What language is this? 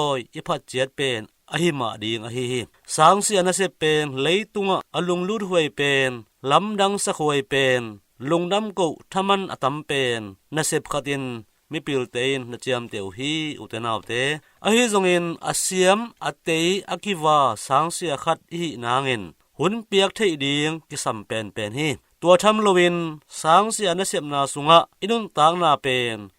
Tedim Chin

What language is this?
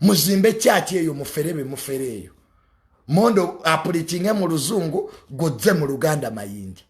Ganda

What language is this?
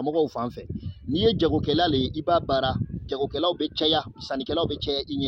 Bambara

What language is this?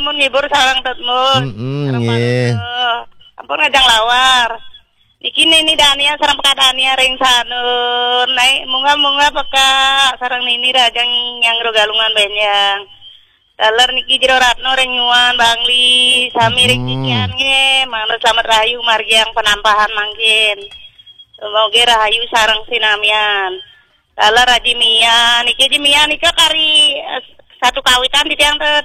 Balinese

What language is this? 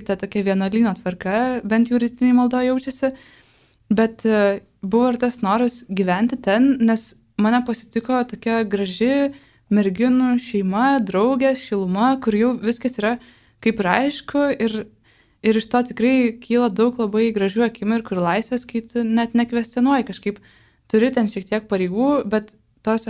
Lithuanian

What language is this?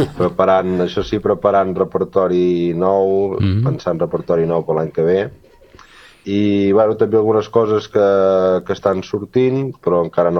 Catalan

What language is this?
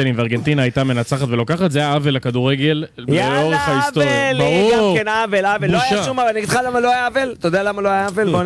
Hebrew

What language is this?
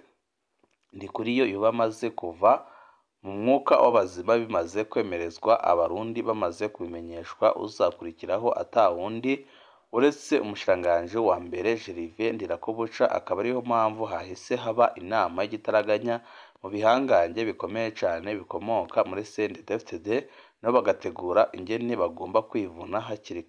Rundi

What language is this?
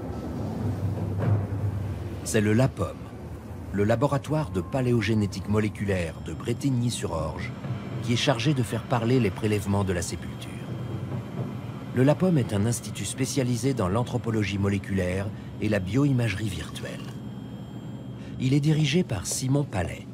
French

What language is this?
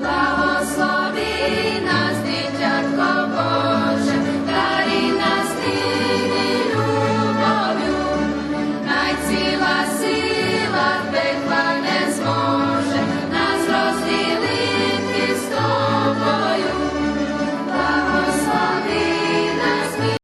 Rusyn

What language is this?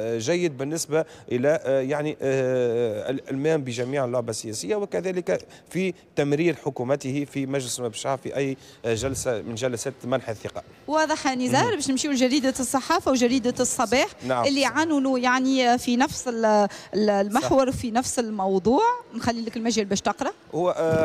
Tunisian Arabic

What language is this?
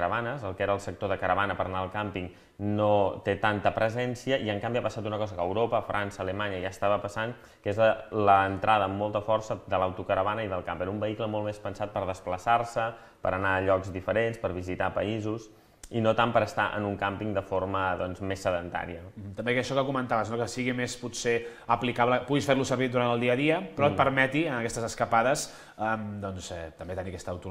Catalan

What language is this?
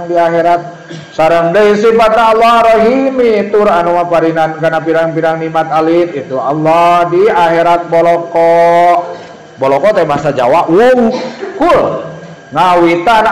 Sundanese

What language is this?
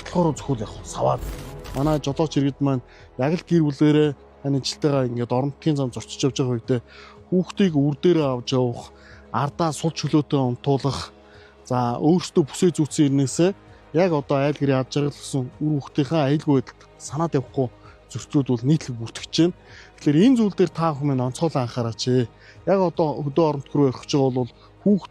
Mongolian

